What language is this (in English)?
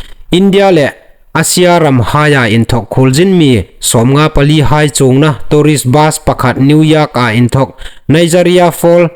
Hmar